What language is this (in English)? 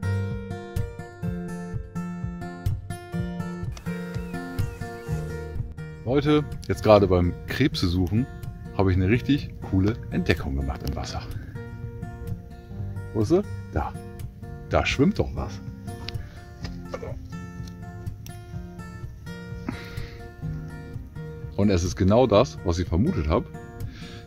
German